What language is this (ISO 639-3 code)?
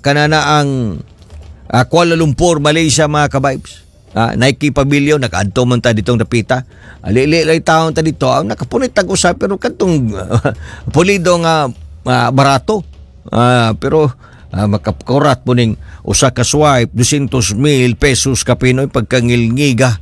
ceb